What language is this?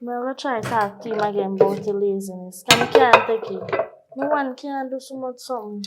Jamaican Creole English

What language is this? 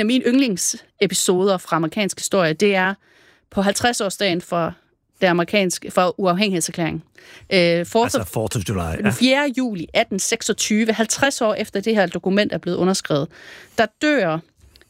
Danish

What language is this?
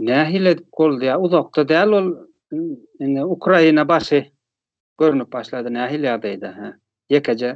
Turkmen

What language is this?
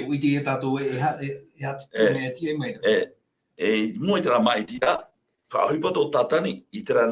Tahitian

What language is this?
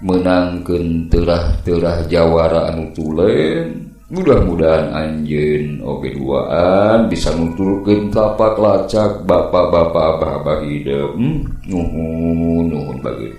Sundanese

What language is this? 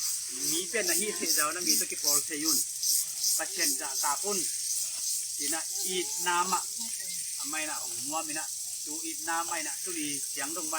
Tedim Chin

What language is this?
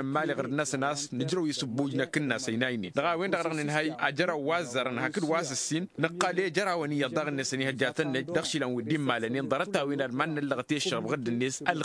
Tamasheq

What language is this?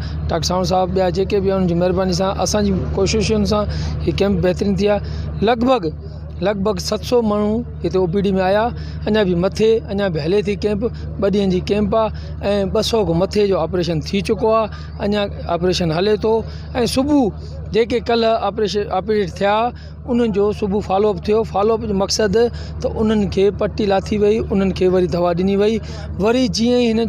Sindhi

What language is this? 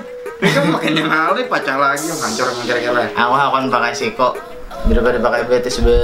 Banjar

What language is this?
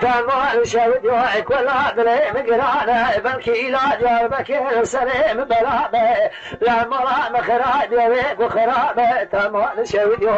Kurdish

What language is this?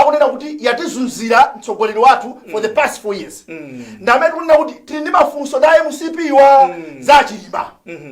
Nyanja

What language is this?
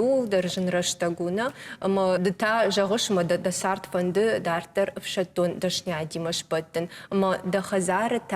Ossetic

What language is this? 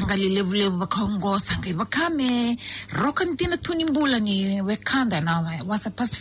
Fijian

